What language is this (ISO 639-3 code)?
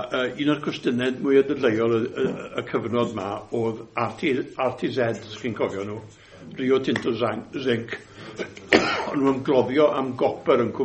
cym